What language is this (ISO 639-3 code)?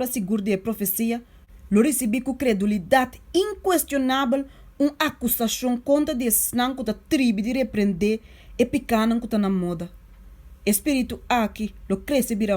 pap